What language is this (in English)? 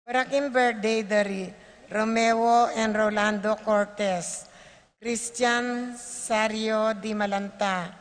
Pampanga